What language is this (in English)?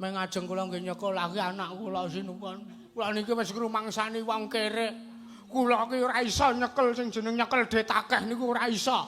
Javanese